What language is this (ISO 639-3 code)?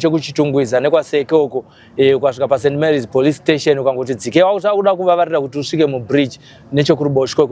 sna